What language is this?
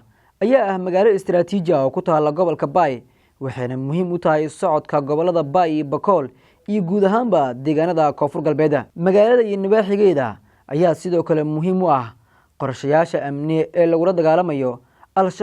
Somali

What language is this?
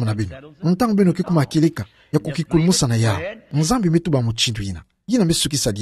Kituba (Democratic Republic of Congo)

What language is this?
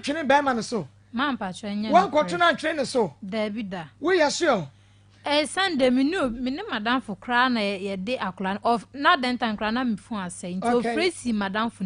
Akan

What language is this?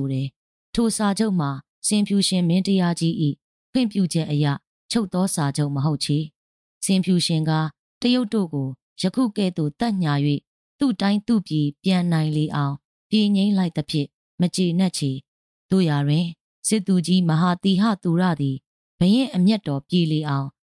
Burmese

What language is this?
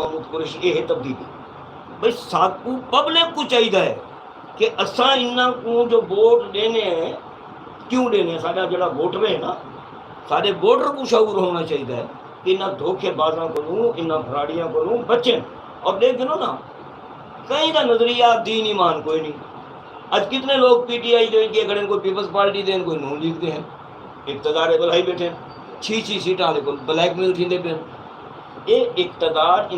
Saraiki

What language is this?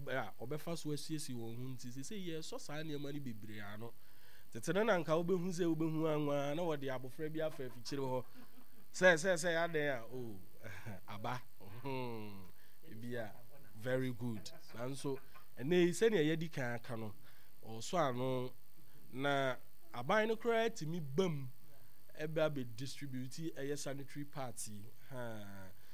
Akan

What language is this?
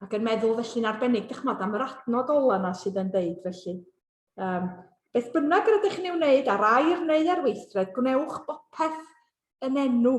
Welsh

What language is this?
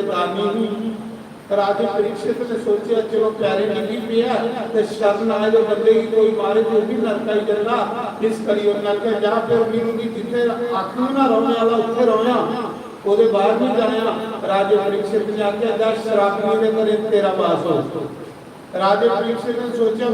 Dogri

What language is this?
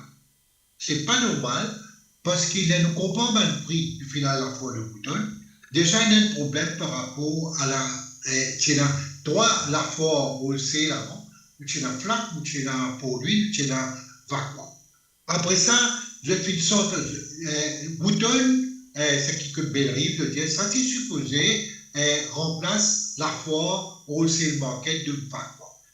Morisyen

